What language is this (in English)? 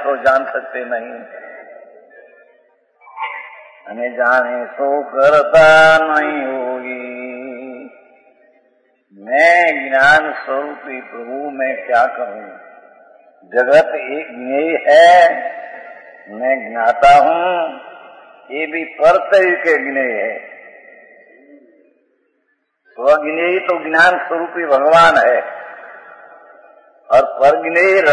Hindi